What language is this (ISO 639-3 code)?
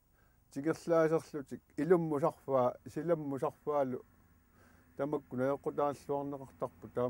kal